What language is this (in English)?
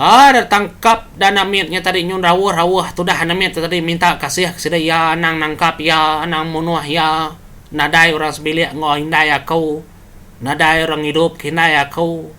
Iban